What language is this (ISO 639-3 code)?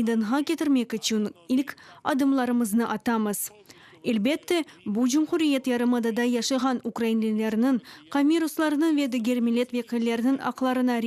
crh